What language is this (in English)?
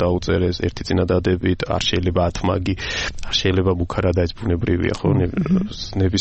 Georgian